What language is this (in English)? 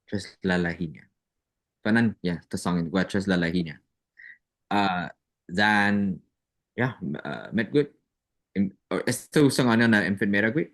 Chamorro